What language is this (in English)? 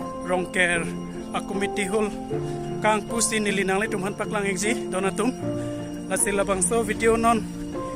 Karbi